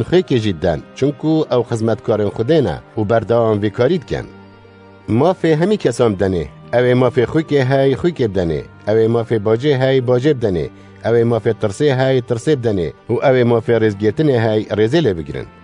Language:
Kurdish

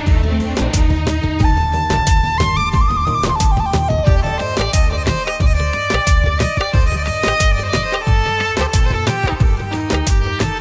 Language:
Malayalam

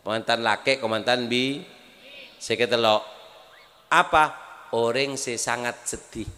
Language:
Madurese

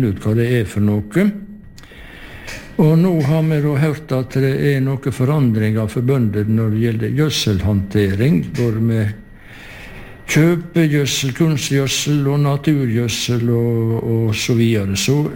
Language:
Norwegian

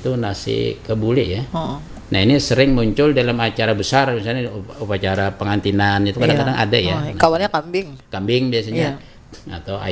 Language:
Banjar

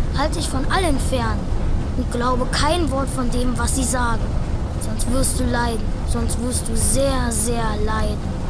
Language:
Bavarian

